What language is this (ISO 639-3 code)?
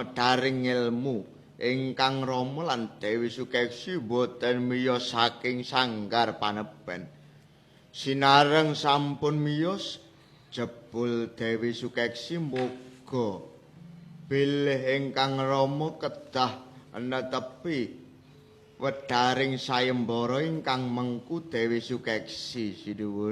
jav